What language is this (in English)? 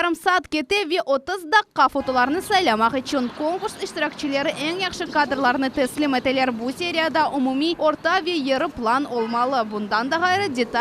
Crimean Tatar